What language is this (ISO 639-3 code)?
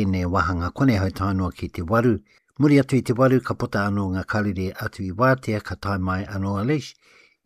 mri